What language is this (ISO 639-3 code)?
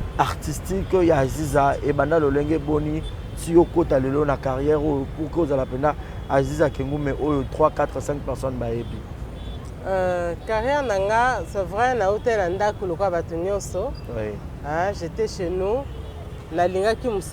lin